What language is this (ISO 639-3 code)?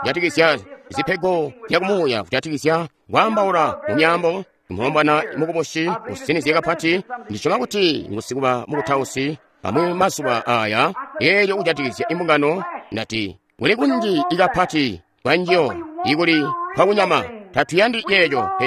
toi